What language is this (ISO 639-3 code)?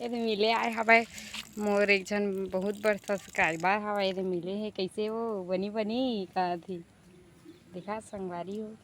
hne